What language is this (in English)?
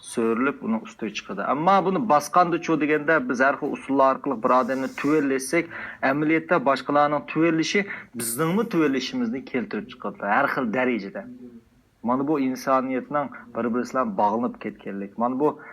Uyghur